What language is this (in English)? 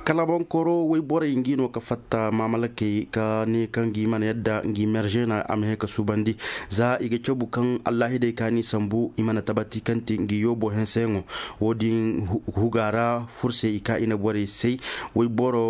Koyraboro Senni